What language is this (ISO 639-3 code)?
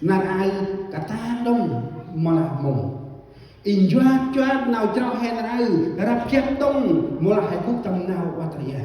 cmo